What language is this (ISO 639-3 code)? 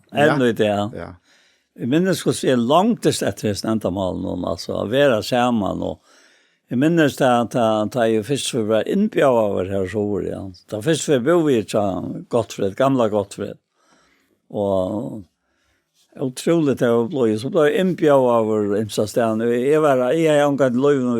fao